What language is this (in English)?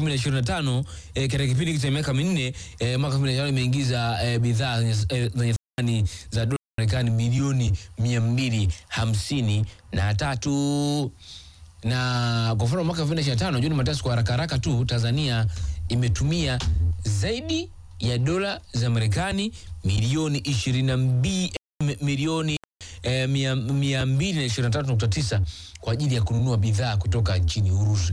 Swahili